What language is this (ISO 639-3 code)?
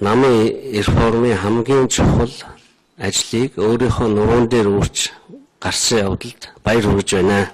mon